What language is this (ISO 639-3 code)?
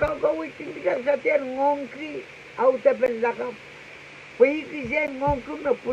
pon